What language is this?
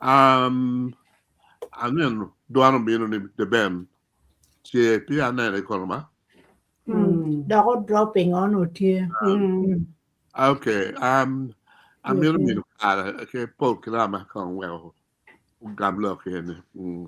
Acoli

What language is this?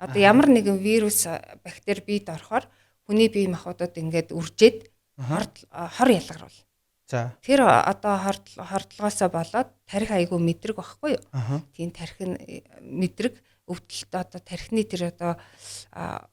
Mongolian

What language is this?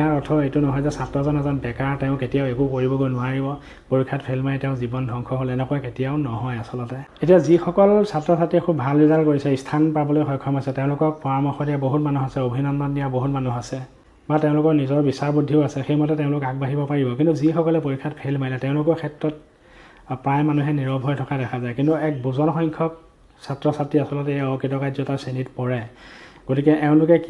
Assamese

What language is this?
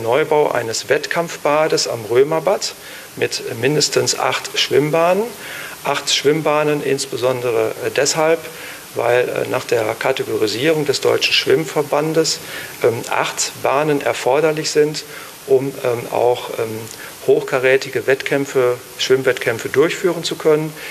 German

